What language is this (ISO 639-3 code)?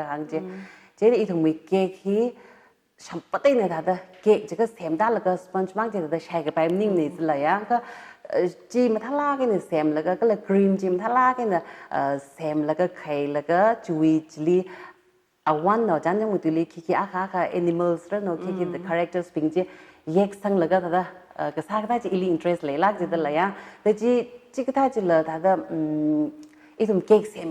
nmf